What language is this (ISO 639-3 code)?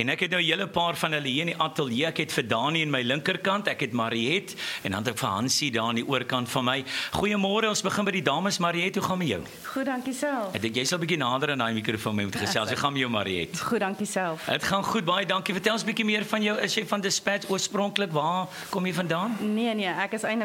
afr